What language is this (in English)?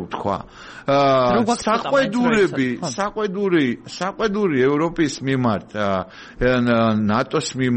Georgian